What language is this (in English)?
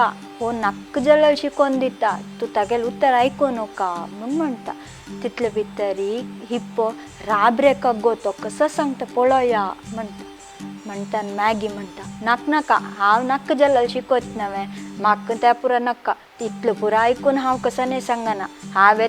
Konkani